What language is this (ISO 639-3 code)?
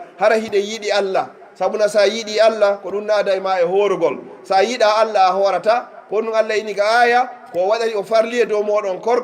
fuf